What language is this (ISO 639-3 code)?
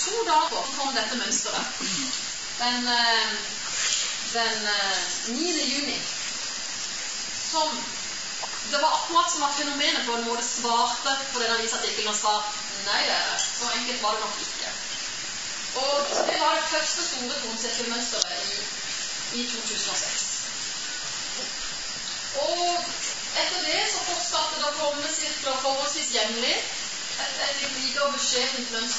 nor